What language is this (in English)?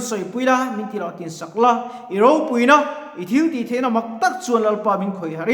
Mizo